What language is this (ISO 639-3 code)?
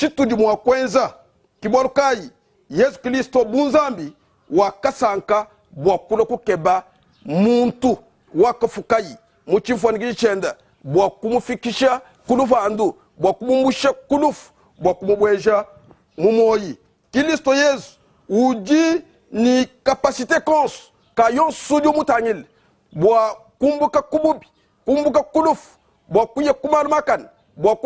lua